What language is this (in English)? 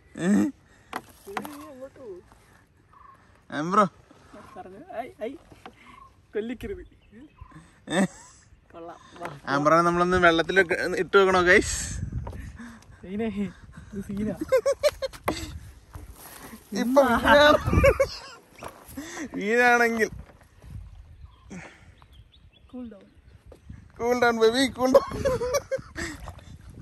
Malayalam